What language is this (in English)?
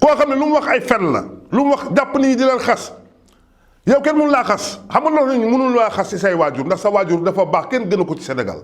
Wolof